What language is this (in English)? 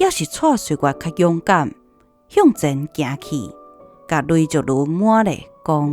Min Nan Chinese